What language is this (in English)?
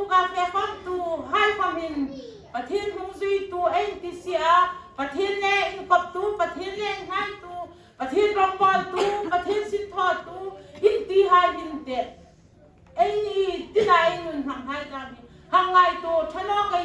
Hmar